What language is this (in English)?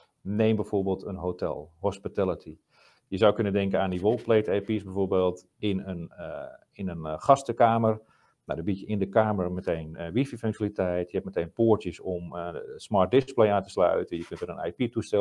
Dutch